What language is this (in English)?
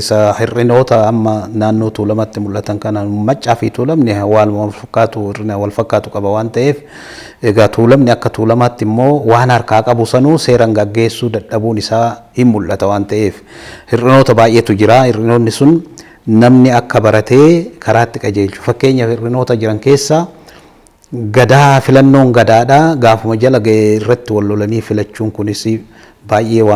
Oromo